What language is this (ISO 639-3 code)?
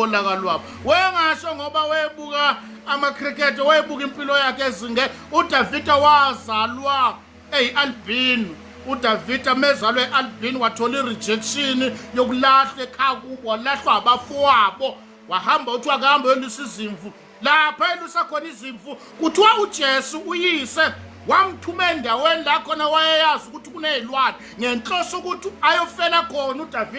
zul